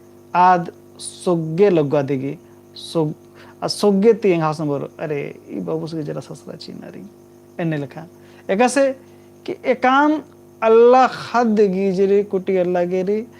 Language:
Kurukh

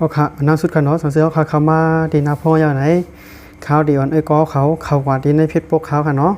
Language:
Shan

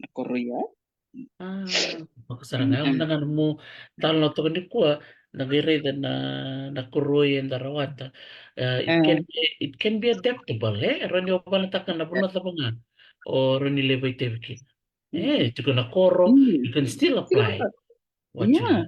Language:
Fijian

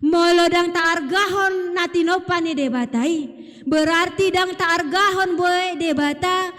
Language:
Batak Toba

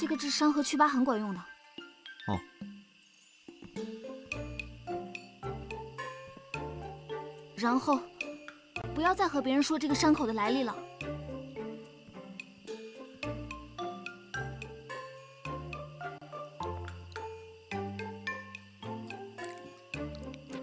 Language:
Chinese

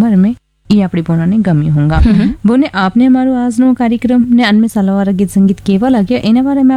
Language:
Gujarati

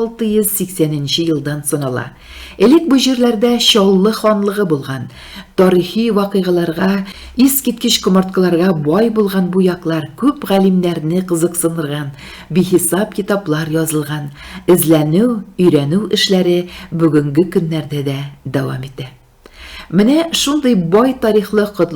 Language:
Tatar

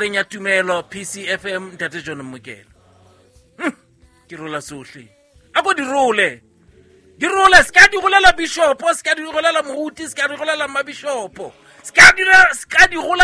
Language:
Southern Sotho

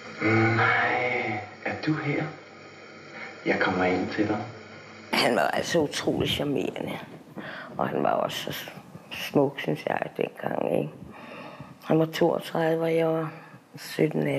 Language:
Danish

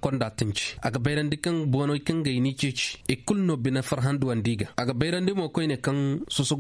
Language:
Koyraboro Senni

